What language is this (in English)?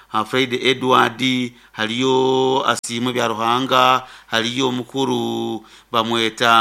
Nyoro